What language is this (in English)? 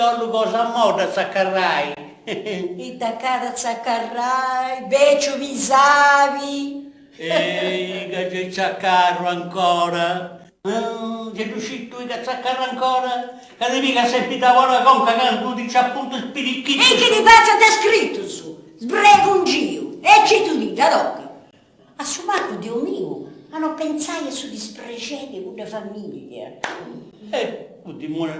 Sardinian